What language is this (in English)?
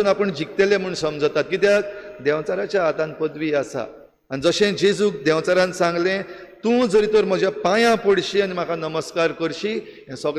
Konkani